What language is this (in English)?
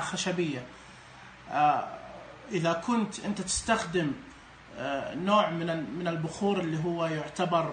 Najdi Arabic